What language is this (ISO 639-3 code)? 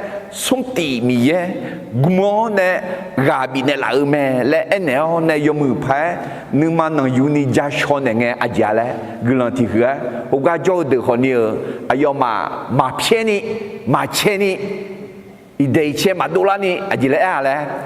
ahk